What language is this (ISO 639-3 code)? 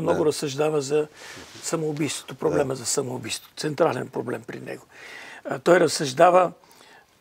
bul